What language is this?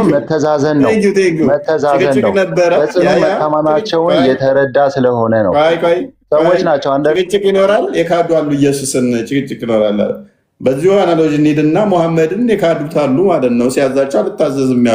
Amharic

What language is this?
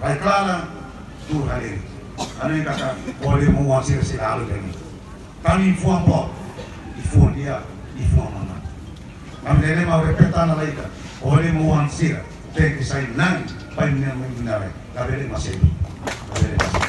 Tetum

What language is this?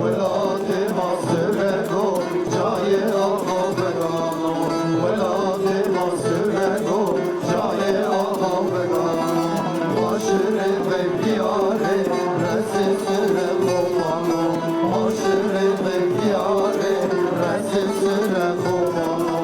Zaza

